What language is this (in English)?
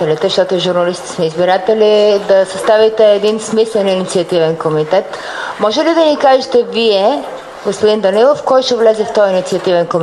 Bulgarian